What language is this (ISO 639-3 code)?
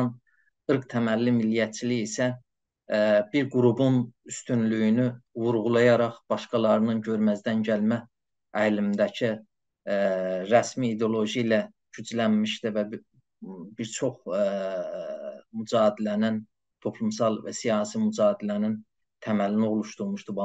azb